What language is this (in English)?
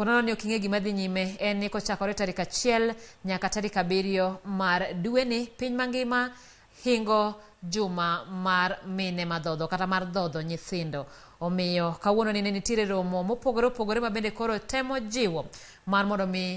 Luo (Kenya and Tanzania)